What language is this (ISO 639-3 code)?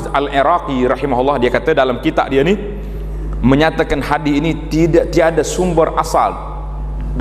msa